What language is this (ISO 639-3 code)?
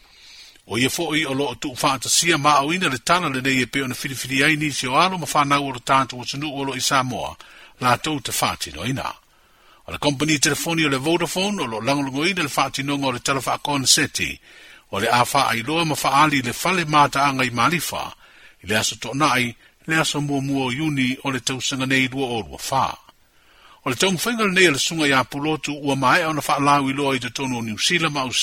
smo